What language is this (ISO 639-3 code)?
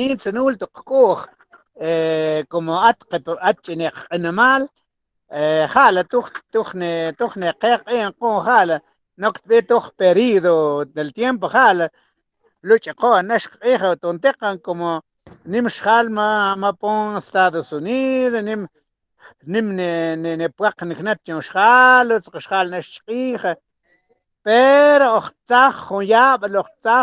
mam